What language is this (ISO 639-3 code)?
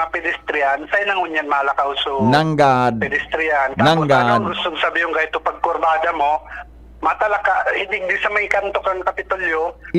bik